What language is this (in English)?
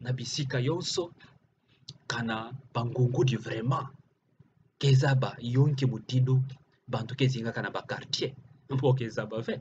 Kituba (Democratic Republic of Congo)